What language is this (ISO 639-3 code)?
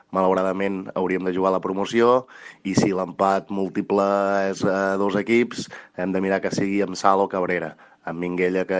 cat